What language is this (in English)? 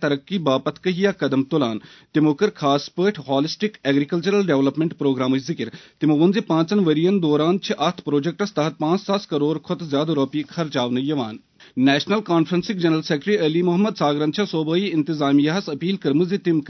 Kashmiri